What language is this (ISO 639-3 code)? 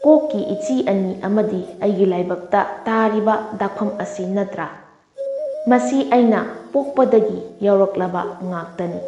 mni